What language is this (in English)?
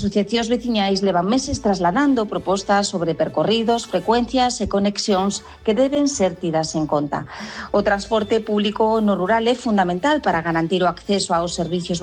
Galician